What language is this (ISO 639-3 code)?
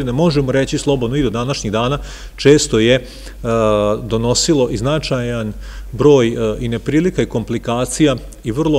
srp